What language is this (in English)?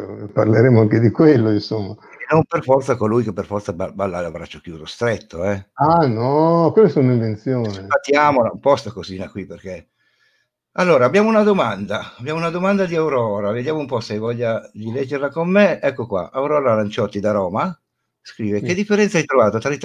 Italian